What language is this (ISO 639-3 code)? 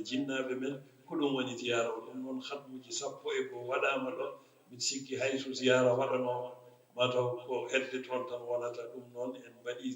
ful